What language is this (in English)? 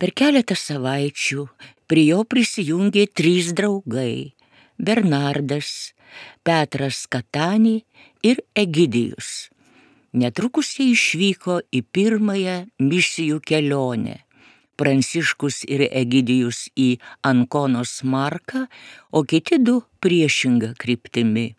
Lithuanian